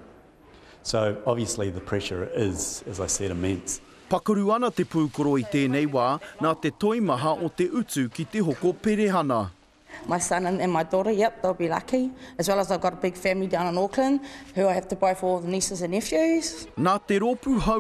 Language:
Māori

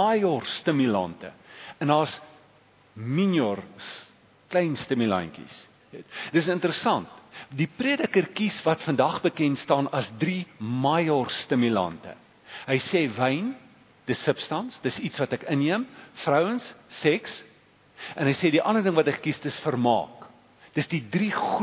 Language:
Afrikaans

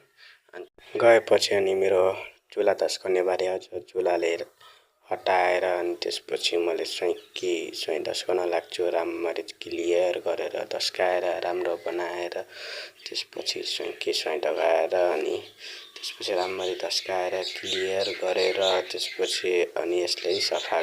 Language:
Nepali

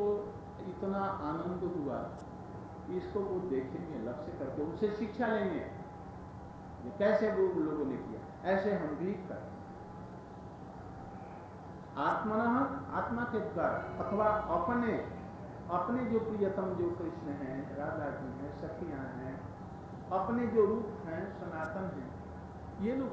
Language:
Hindi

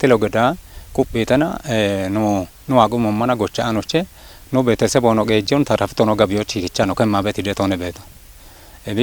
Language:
Kafa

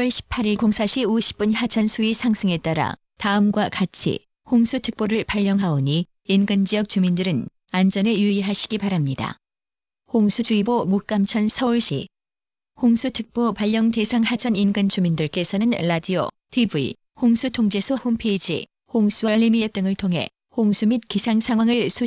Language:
Korean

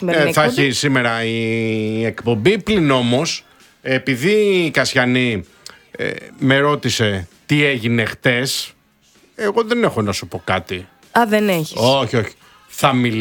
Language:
Greek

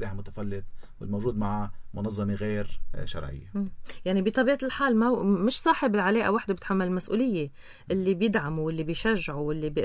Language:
North Levantine Arabic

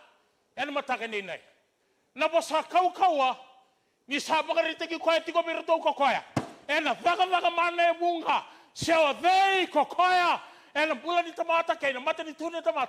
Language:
Fijian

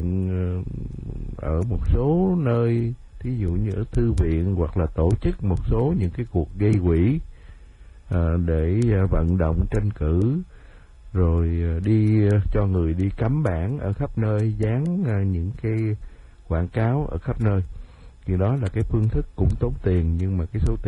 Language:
Vietnamese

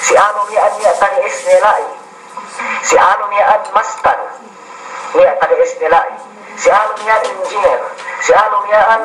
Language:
Yakan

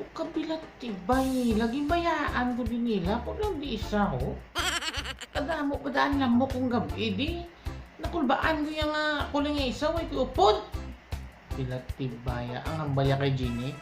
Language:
Hiligaynon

